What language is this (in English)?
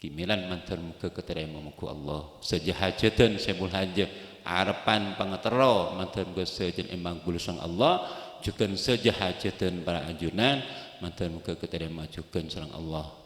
Madurese